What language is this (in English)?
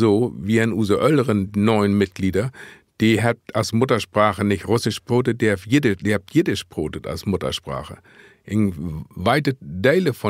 Low German